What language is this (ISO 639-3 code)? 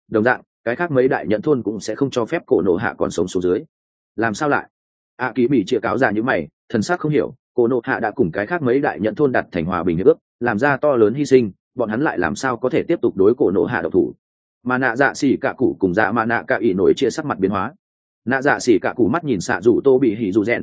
vie